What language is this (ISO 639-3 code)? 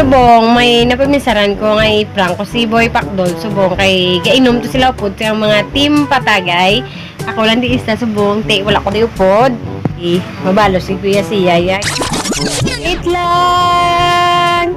hil